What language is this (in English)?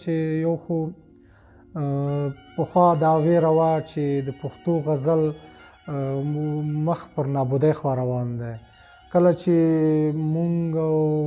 Pashto